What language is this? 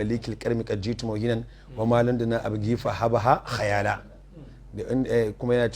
Hausa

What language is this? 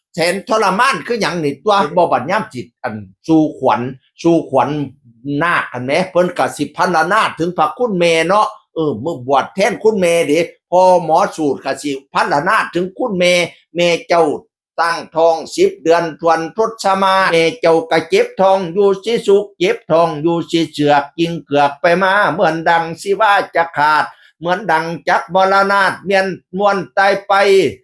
Northeastern Thai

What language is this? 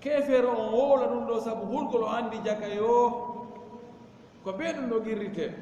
Fula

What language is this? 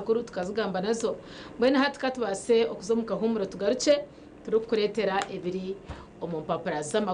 Nyankole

